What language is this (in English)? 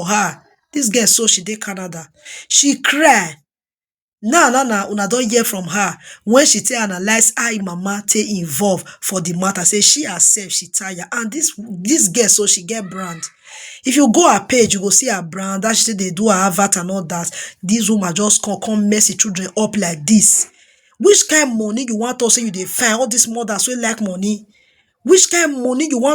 Nigerian Pidgin